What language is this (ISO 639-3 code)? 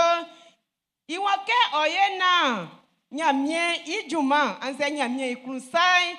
bci